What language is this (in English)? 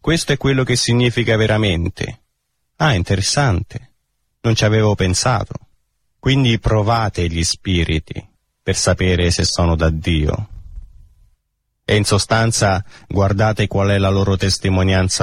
Italian